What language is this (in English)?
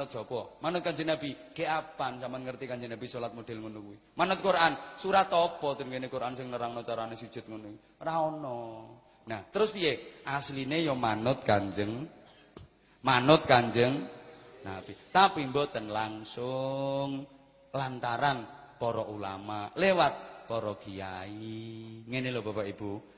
Javanese